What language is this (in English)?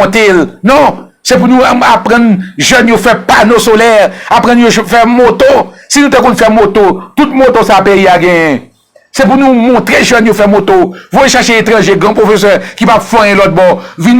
Haitian Creole